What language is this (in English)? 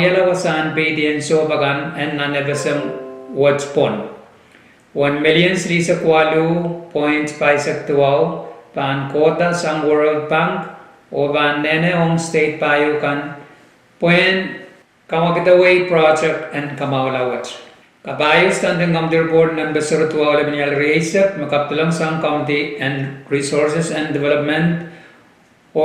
Pohnpeian